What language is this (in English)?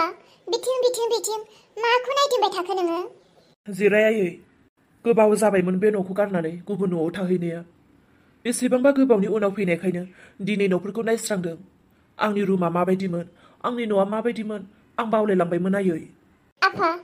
Bodo